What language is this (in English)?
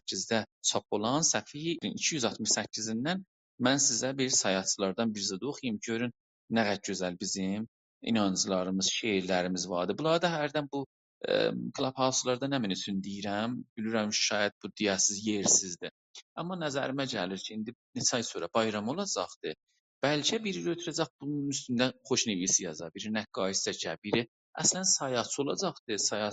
South Azerbaijani